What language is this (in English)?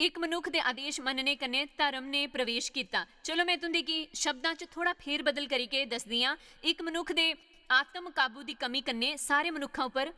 Dogri